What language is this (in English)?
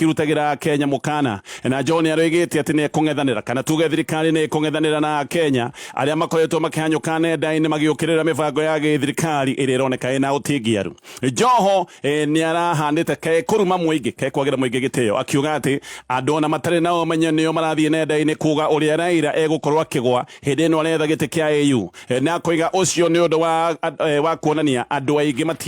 Kikuyu